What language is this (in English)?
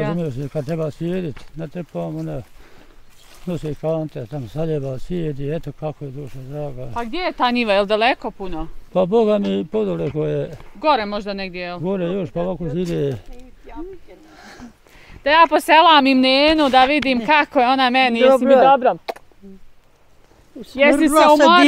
Bosnian